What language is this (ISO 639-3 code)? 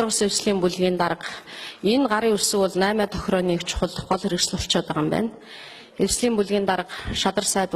mon